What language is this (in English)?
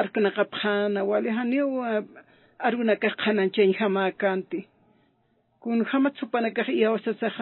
Aymara